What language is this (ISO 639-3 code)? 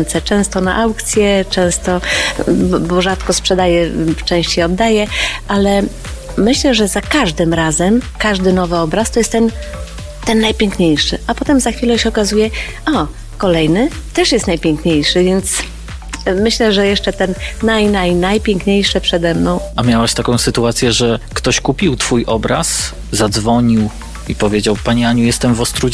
pol